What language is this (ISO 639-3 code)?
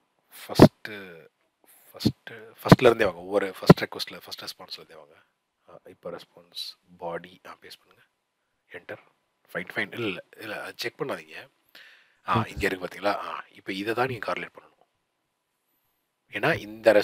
tam